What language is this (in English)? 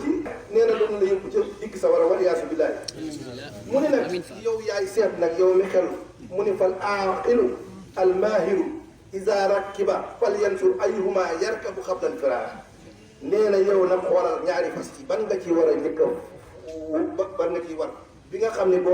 Wolof